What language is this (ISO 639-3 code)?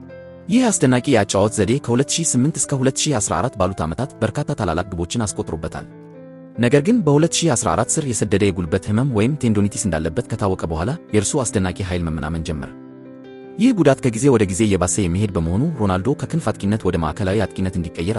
amh